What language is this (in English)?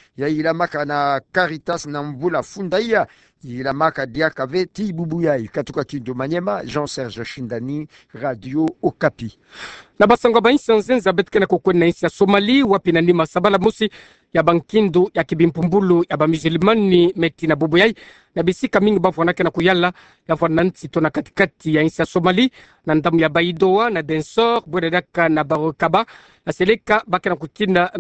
Kituba (Democratic Republic of Congo)